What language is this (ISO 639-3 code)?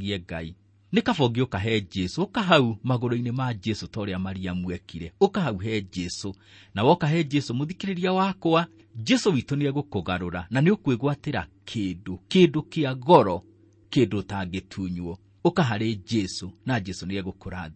kik